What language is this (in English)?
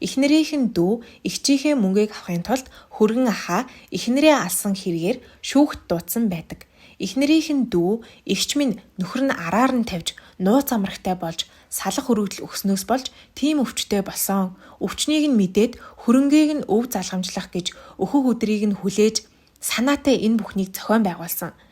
Mongolian